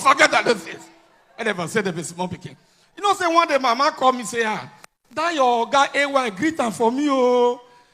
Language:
Nigerian Pidgin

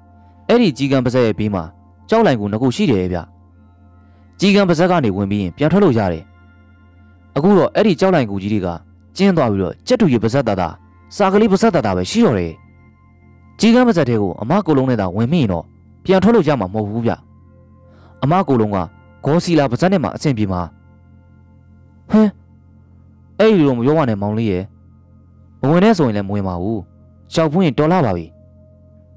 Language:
Burmese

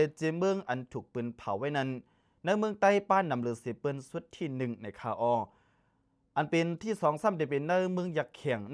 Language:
Lao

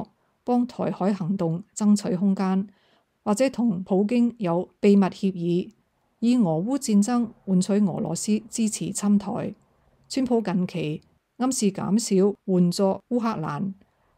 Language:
Cantonese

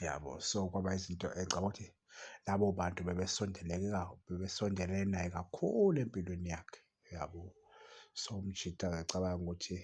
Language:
Zulu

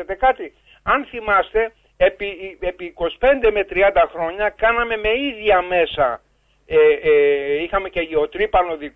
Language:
Greek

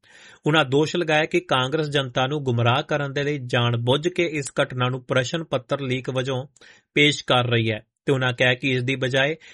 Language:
Punjabi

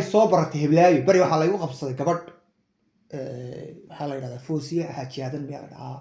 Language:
Somali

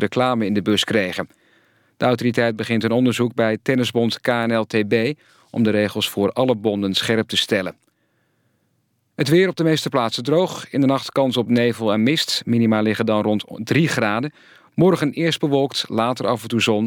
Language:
Dutch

